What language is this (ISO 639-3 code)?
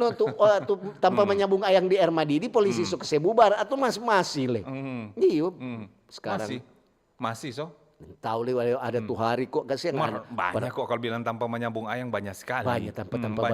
xmm